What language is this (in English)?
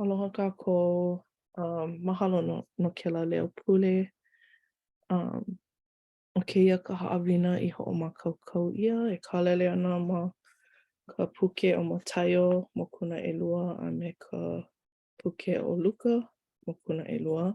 Hawaiian